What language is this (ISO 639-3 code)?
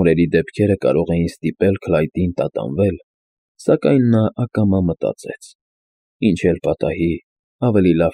hye